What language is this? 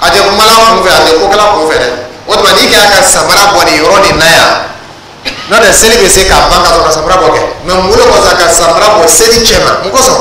Dyula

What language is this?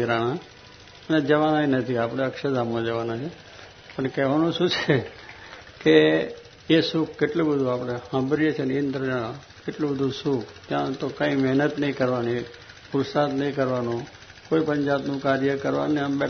Gujarati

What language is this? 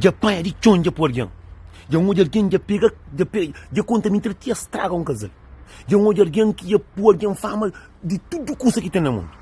Kabuverdianu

